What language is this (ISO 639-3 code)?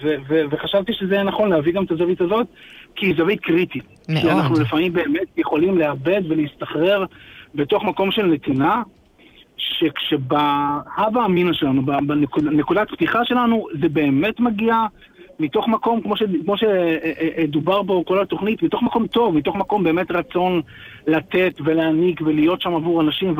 heb